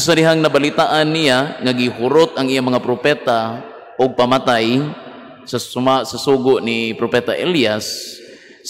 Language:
Cebuano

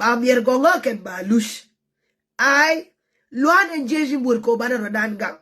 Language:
Nuer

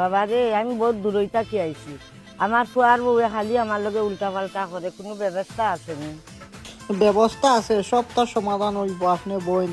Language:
Sylheti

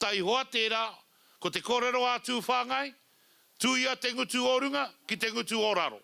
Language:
Māori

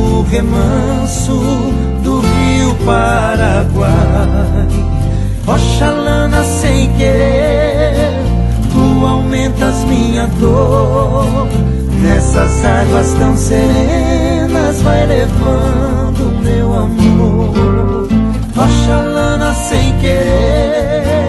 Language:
Portuguese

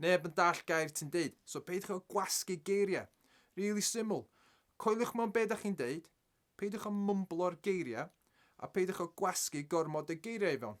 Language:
Welsh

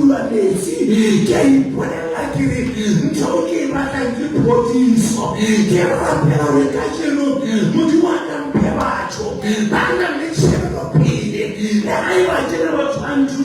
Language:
Southern Sotho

